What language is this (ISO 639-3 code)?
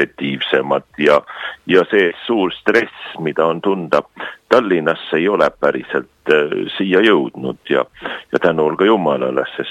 est